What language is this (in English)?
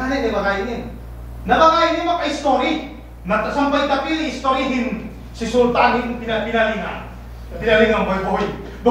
Yakan